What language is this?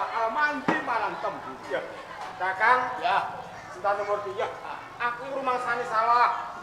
Javanese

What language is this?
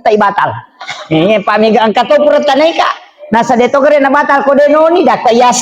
Buginese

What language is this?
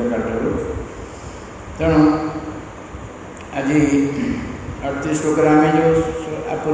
Odia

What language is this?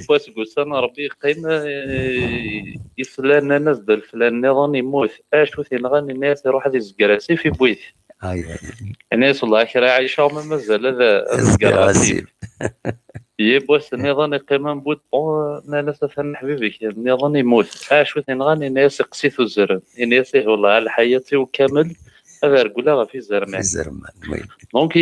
Kabyle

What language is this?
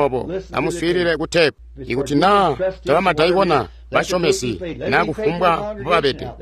Tonga (Zambia)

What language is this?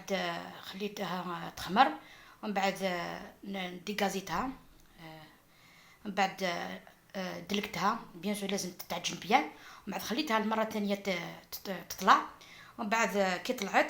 Algerian Arabic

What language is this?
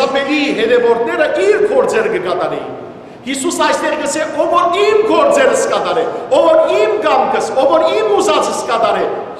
Western Armenian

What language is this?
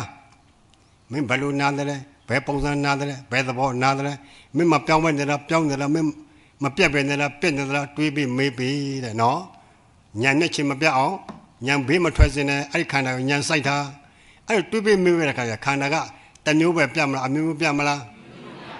Burmese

